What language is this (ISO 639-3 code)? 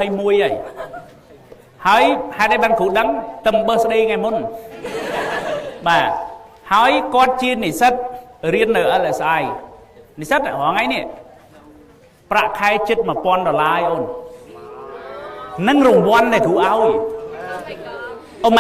khm